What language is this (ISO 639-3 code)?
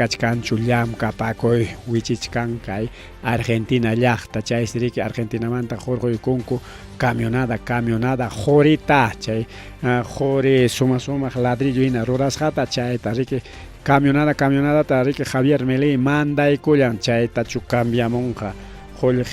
quy